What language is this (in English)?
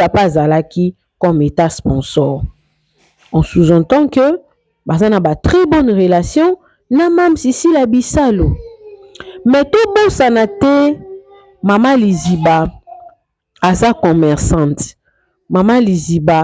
Lingala